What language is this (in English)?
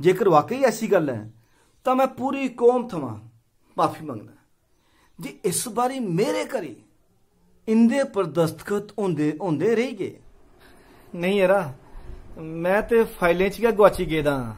Dogri